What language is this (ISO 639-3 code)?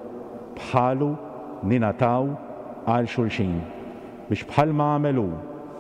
mlt